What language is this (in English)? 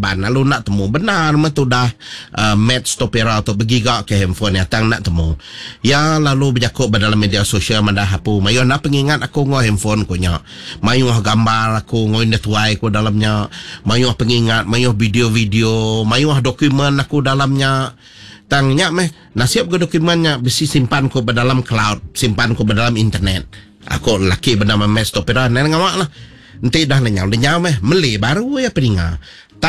Iban